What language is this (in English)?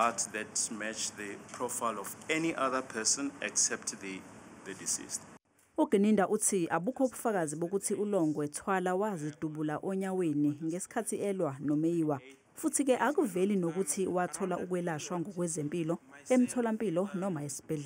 Zulu